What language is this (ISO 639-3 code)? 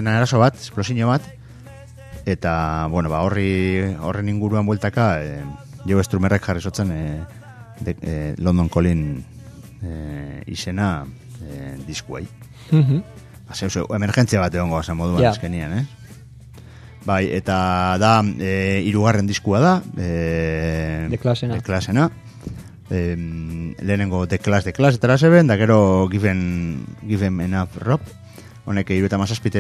eus